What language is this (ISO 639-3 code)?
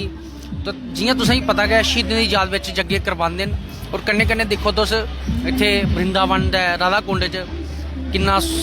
doi